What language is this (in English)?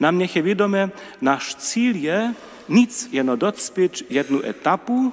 Upper Sorbian